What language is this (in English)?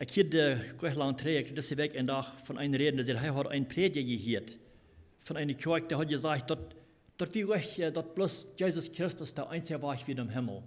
Plautdietsch